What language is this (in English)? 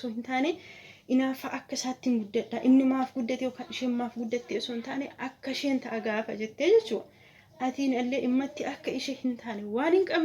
Oromo